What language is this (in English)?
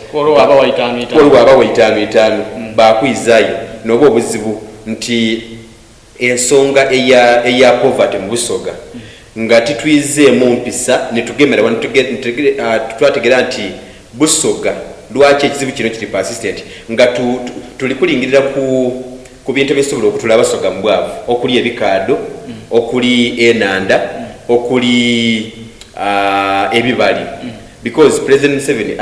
Soga